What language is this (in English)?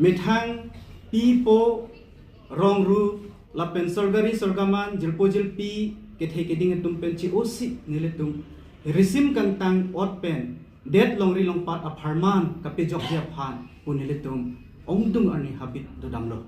Karbi